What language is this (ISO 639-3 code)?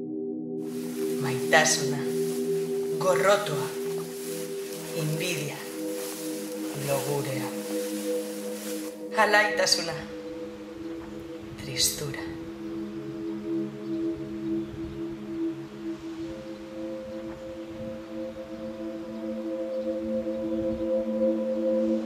eus